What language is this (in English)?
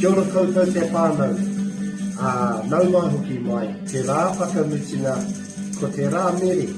Māori